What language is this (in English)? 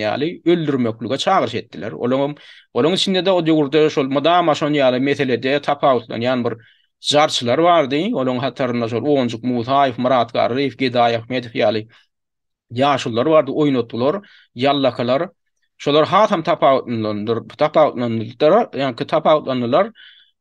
Turkmen